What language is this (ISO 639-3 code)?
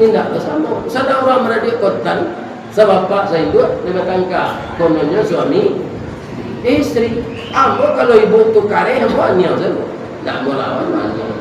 min